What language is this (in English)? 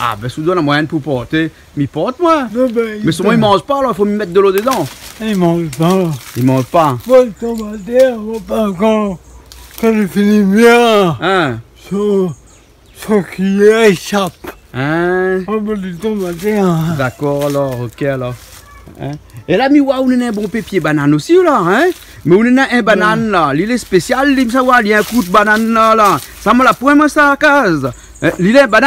Réunion Creole French